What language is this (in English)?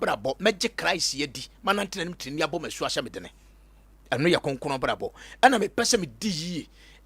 Akan